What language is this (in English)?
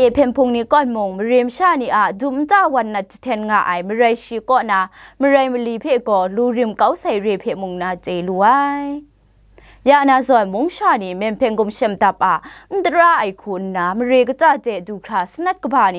Kachin